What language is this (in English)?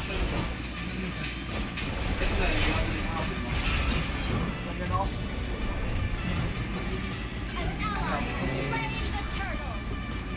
Filipino